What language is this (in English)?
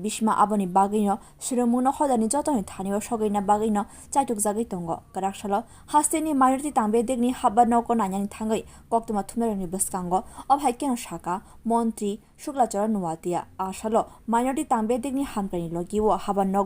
Kok Borok